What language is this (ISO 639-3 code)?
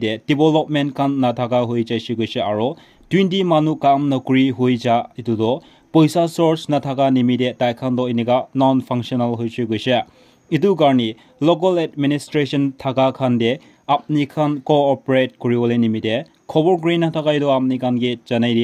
nag